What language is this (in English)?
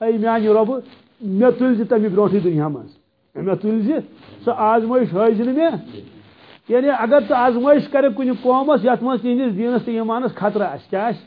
Kashmiri